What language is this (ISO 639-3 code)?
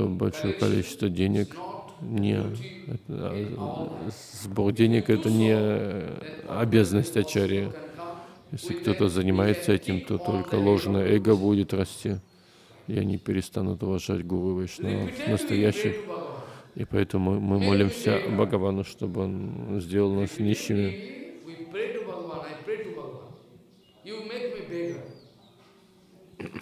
rus